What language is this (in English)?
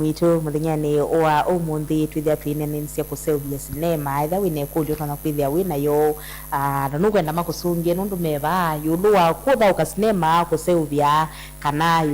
Kamba